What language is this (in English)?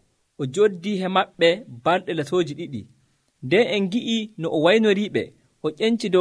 Nigerian Fulfulde